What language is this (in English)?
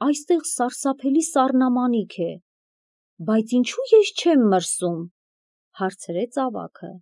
Armenian